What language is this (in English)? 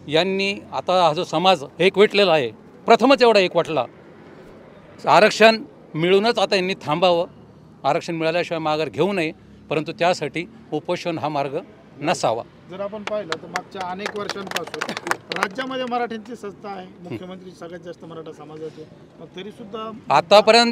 Marathi